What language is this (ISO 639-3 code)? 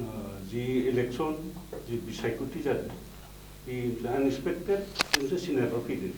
brx